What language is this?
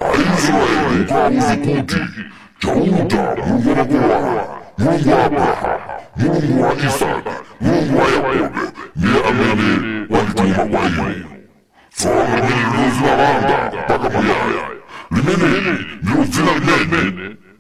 Nyanja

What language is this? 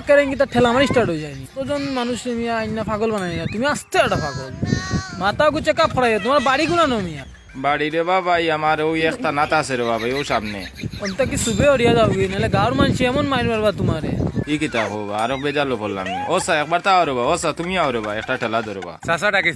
Sylheti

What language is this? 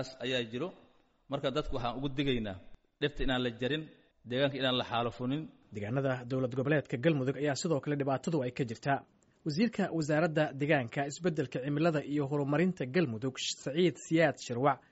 Somali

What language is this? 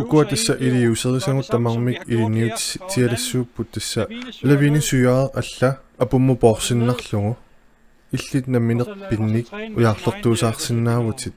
Kalaallisut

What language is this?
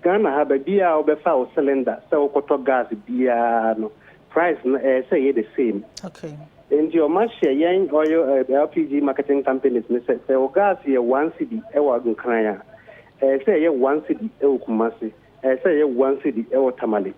Akan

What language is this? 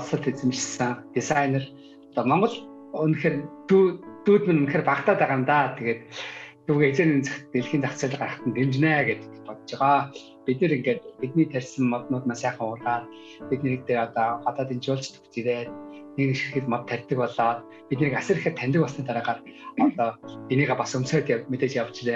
Mongolian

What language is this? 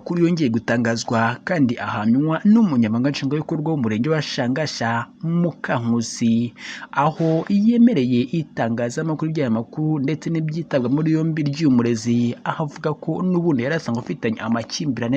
Kinyarwanda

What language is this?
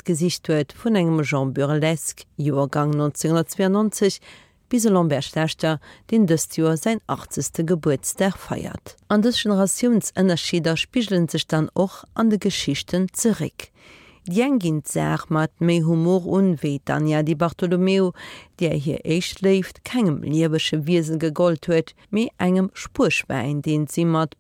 Luxembourgish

